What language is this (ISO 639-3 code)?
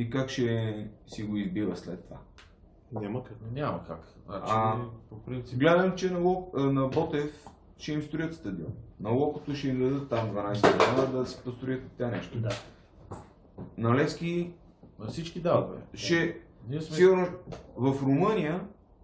bul